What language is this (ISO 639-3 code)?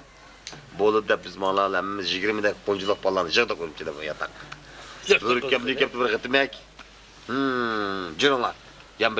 uig